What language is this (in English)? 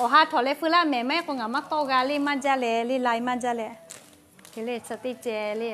Lahu